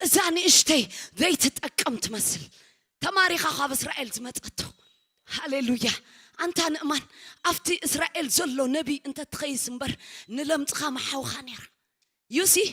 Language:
Tigrinya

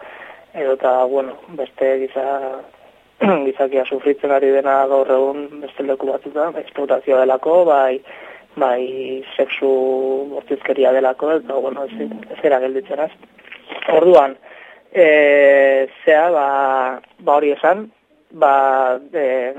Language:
Basque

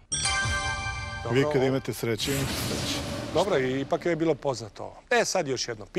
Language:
Serbian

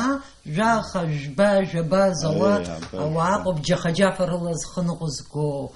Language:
Abkhazian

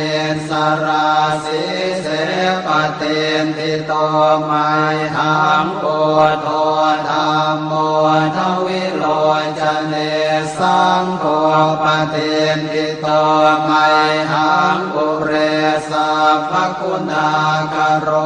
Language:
Pali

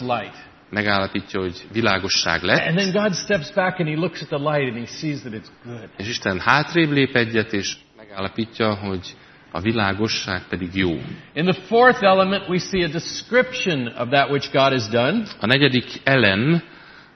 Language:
Hungarian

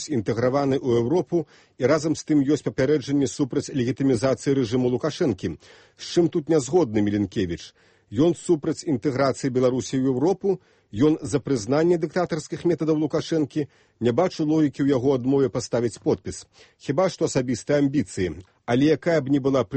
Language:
Belarusian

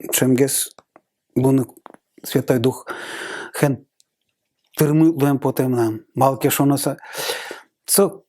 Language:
Udmurt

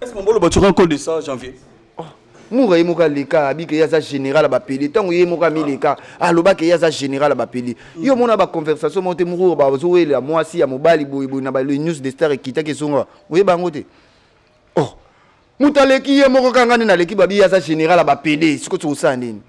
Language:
Lingala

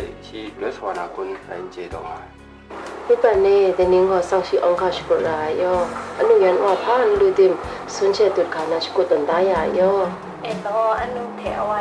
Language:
Kachin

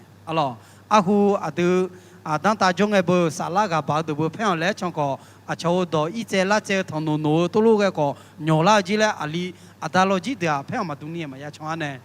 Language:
Akha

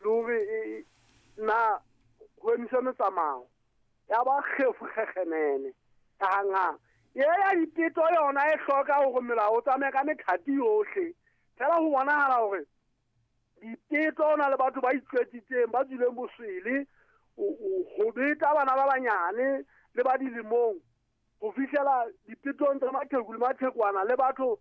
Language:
Southern Sotho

